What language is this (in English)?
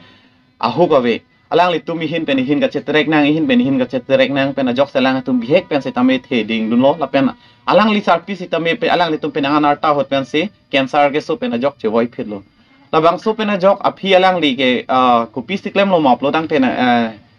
Karbi